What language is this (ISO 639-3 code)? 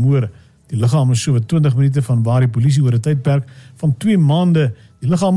afr